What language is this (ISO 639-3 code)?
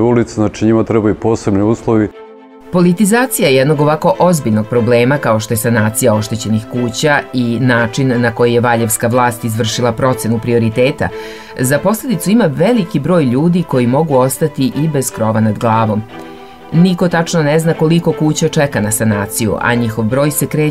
srp